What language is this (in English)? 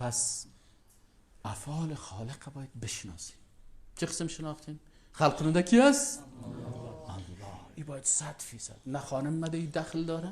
Persian